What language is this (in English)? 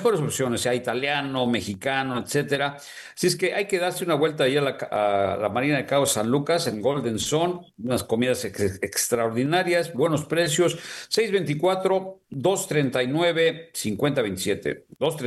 Spanish